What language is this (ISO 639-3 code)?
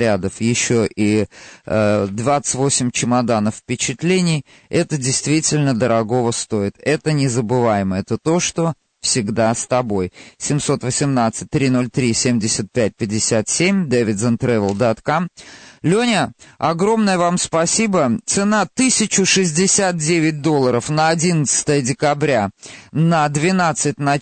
rus